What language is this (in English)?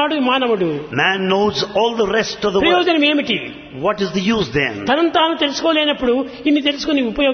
Telugu